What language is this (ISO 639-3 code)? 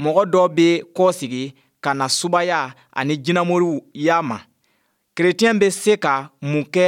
bam